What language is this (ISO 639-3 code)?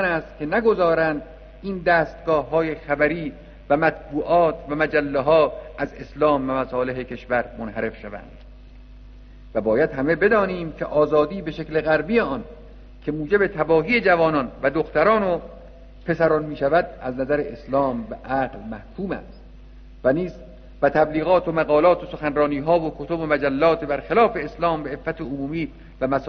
fas